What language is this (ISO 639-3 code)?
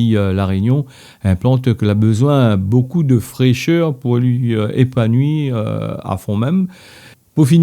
rcf